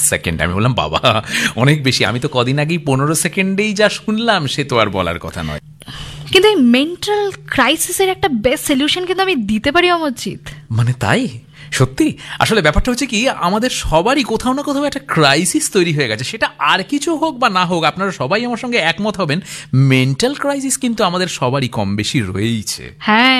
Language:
Bangla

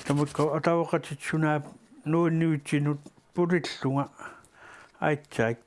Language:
Kalaallisut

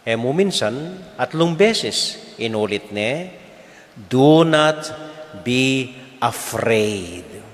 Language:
Pampanga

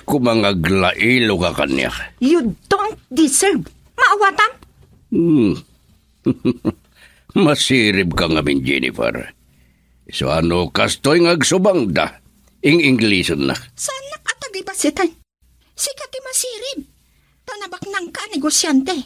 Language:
Iloko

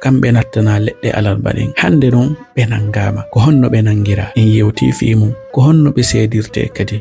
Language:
Fula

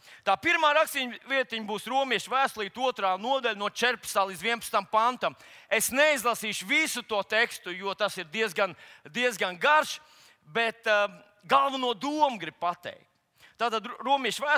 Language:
Latvian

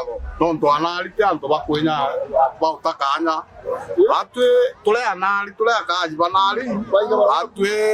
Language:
Meru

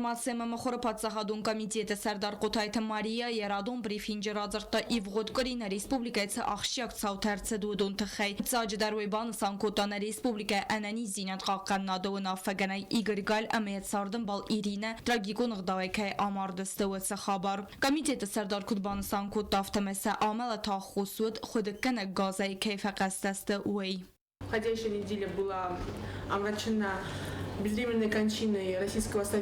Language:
Ossetic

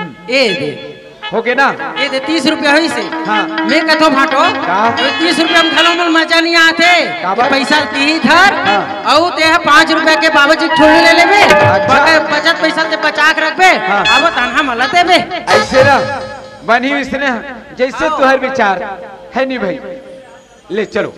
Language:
Chhattisgarhi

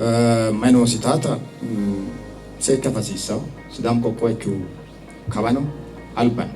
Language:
Sidamo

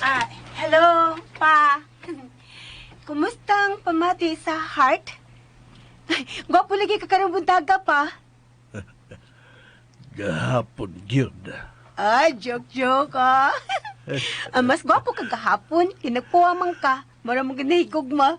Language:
Cebuano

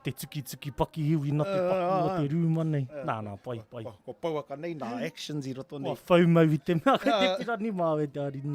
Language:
Māori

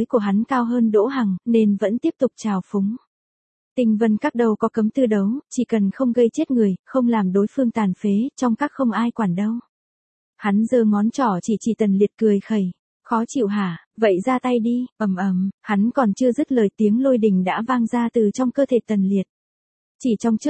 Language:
Vietnamese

